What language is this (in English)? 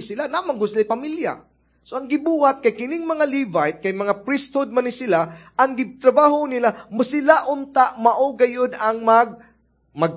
Cebuano